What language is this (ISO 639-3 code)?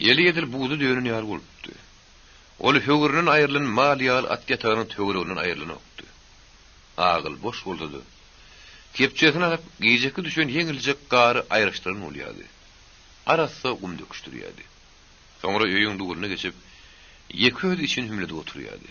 tuk